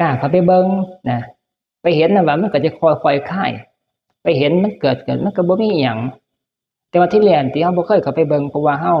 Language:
Northeastern Thai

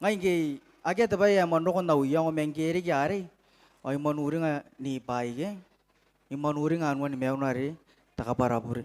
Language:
Gilbertese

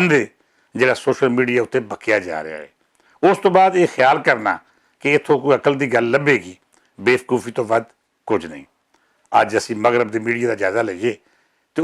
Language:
Western Panjabi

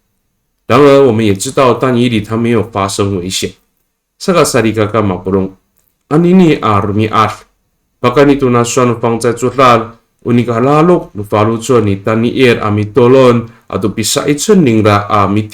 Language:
Amis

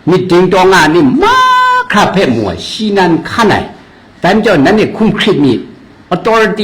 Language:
Kachin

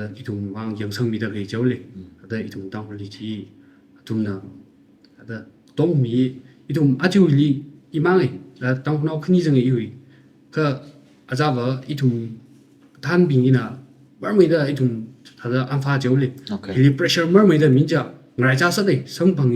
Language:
Tangkhul Naga (India)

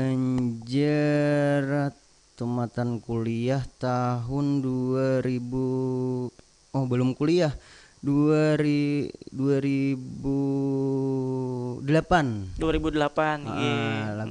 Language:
Banjar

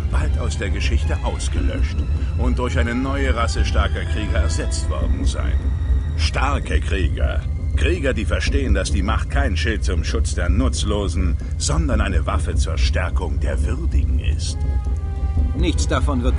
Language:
Bavarian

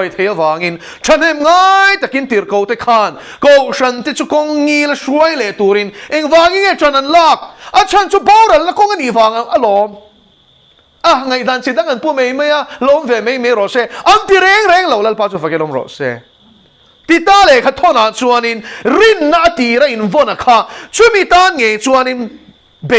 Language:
Mizo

